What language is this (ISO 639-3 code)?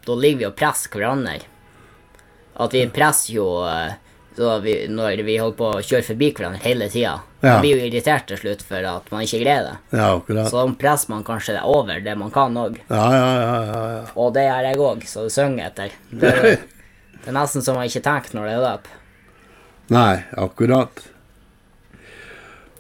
nor